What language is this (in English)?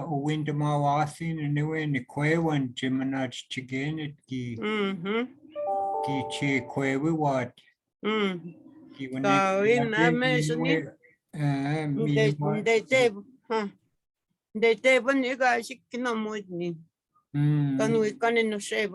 Chippewa